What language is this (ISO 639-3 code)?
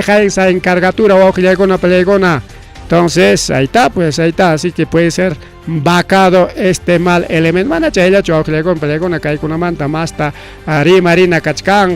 quy